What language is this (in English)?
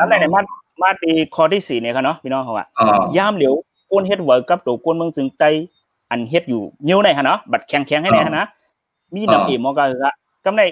Shan